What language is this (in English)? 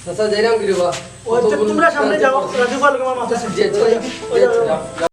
Sylheti